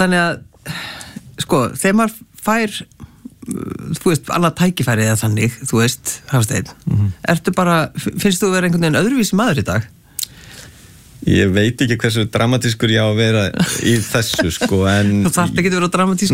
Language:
Icelandic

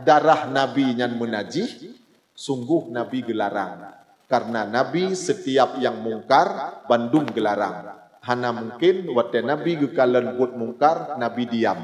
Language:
Achinese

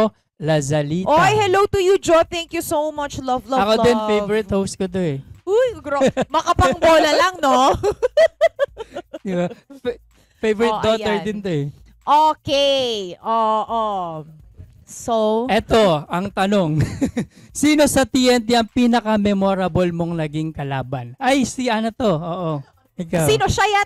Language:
Filipino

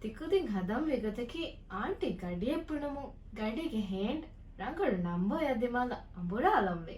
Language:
Divehi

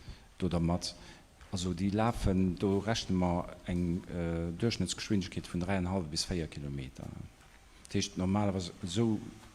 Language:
Luxembourgish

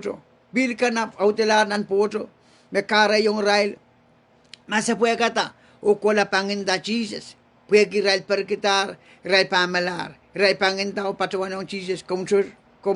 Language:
Pohnpeian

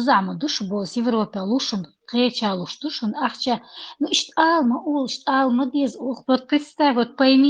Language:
Chechen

